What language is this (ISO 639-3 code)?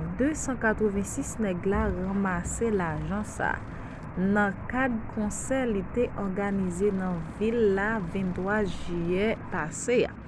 hat